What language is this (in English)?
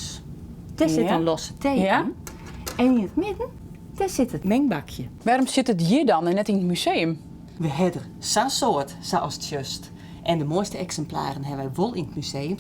Western Frisian